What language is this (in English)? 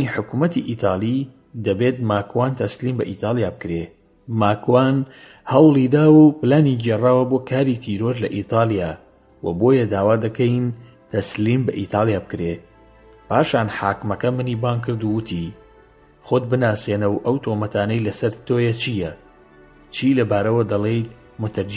Central Kurdish